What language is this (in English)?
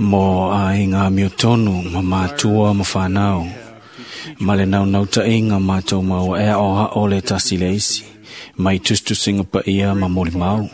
Samoan